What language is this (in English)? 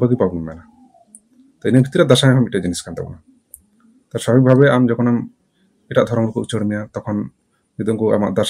Santali